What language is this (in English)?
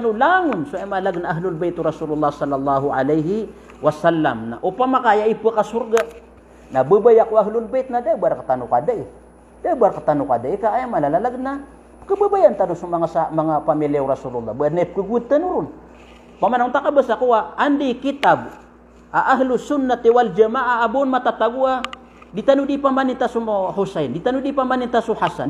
Maranao